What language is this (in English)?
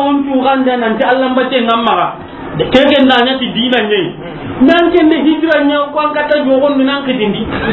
Soninke